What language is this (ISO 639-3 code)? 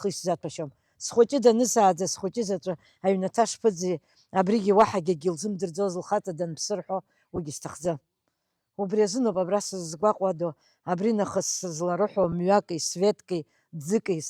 abk